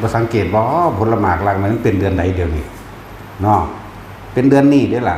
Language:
Northeastern Thai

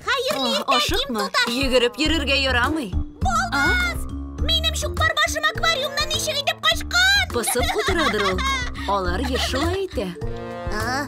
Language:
Tatar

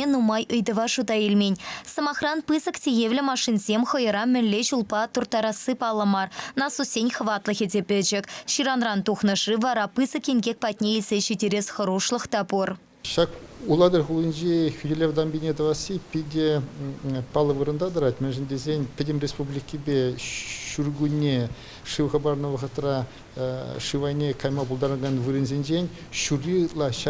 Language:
Chuvash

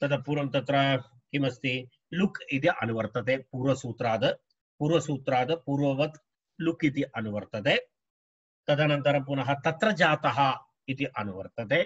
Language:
Sanskrit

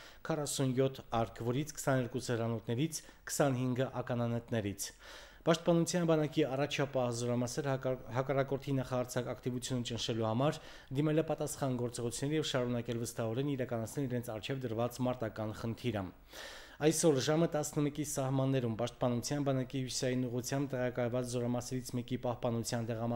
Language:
Armenian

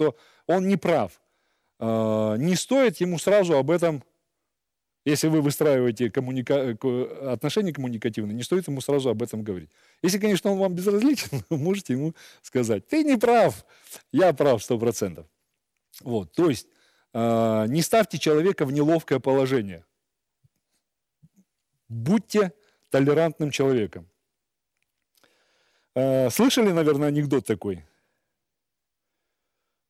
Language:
Russian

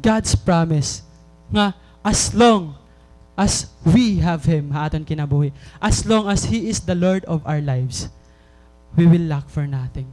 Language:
Waray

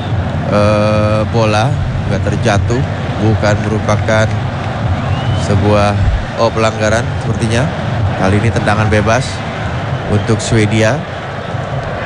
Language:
Indonesian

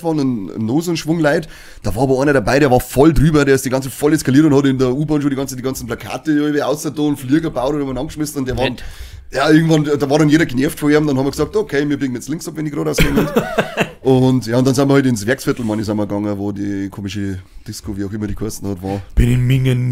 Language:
Bavarian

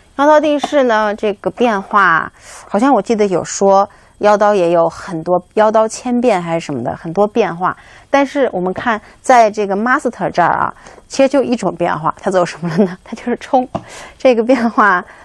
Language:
Chinese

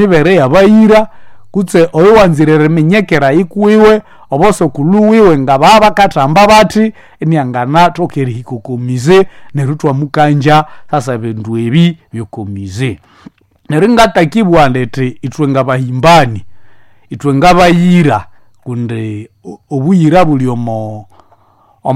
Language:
Nande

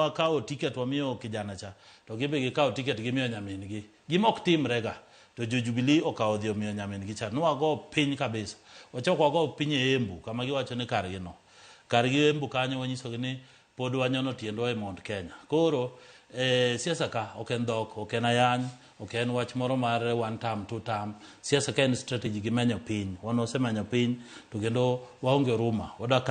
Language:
Luo (Kenya and Tanzania)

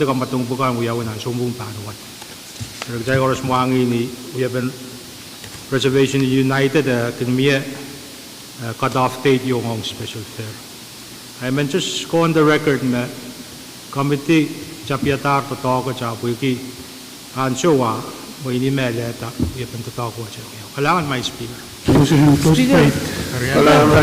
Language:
Pohnpeian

